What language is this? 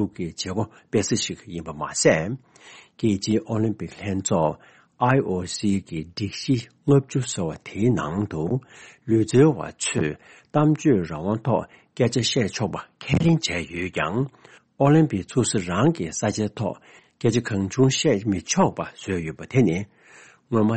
Tibetan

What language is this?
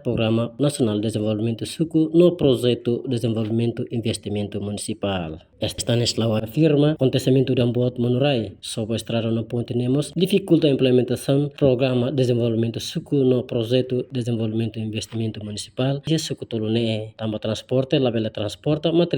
Tetum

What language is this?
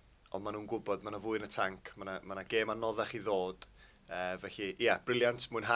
Welsh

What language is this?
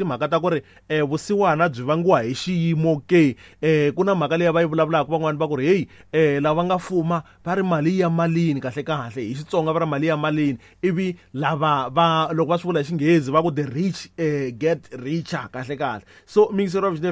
Tsonga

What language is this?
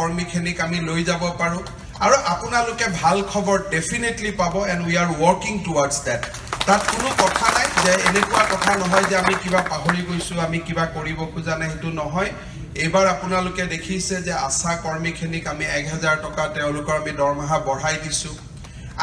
Assamese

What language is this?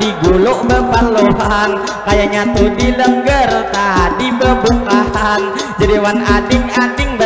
Banjar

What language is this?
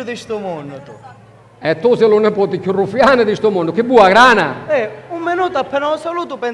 Sicilian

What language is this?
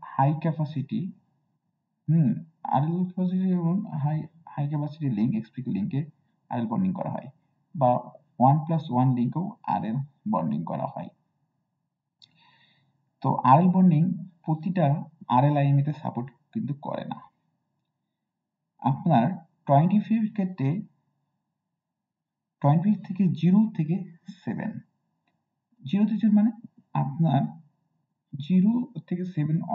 Bangla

